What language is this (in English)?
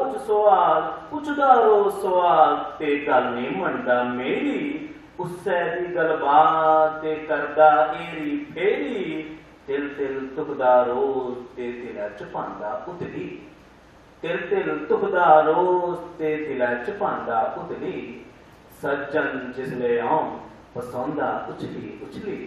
Dogri